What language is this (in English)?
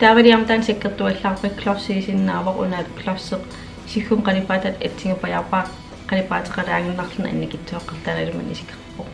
Kalaallisut